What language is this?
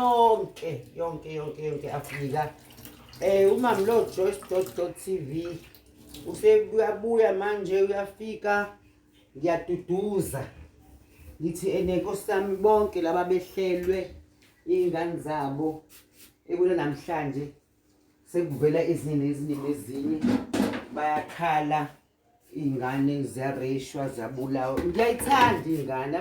Zulu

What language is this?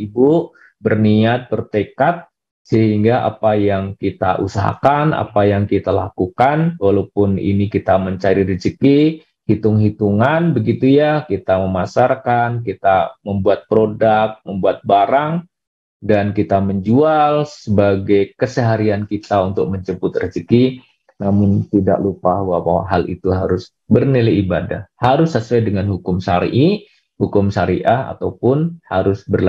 Indonesian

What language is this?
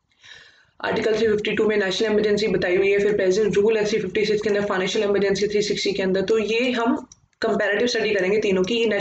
Hindi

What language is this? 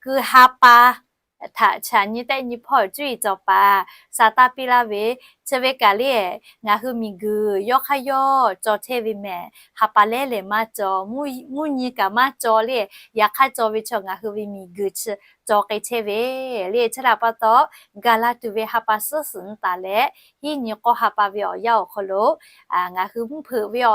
Lahu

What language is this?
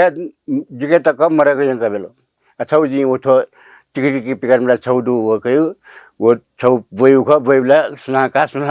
Newari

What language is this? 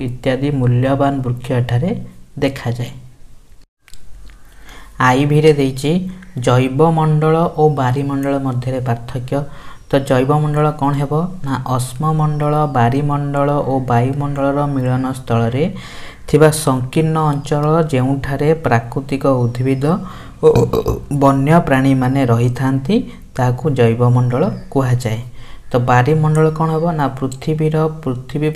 Odia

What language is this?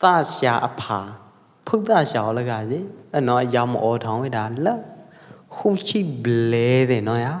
Pwo Eastern Karen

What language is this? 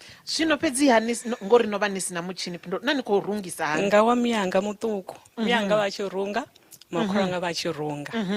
Venda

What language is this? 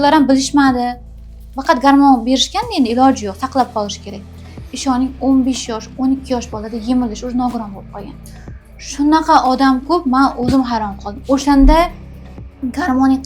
Uzbek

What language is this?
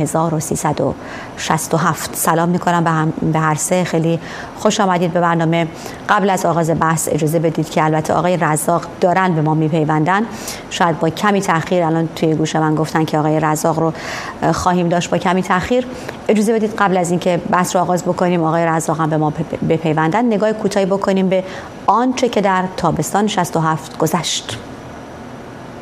Persian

